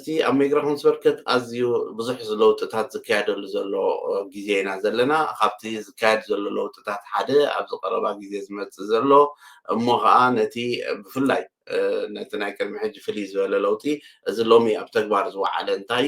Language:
Tigrinya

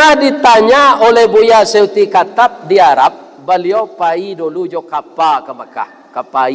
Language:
Minangkabau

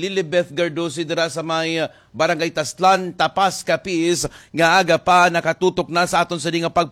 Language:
Hiligaynon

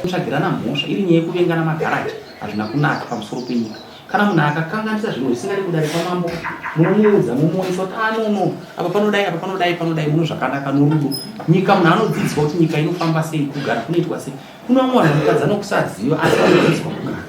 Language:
Shona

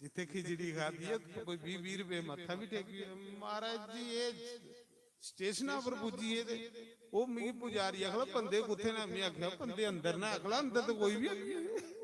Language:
Dogri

